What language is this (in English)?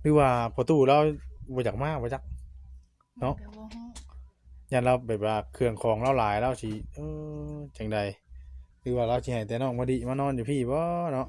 Northeastern Thai